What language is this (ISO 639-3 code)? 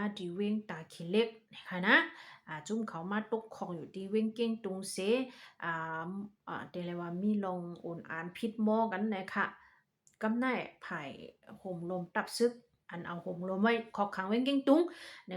shn